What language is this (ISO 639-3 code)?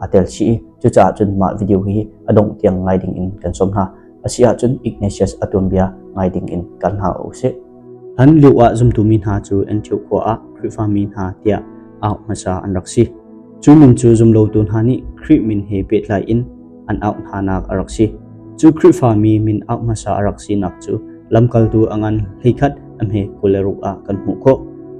cnh